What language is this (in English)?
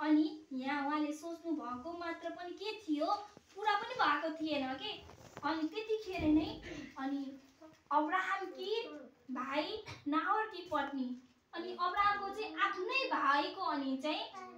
Nepali